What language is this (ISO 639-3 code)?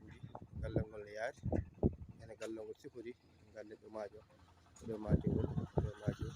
ful